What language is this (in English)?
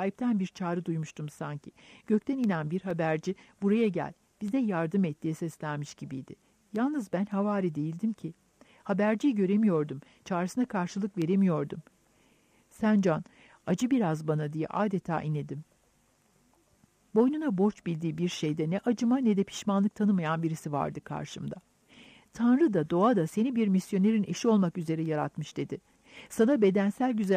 Turkish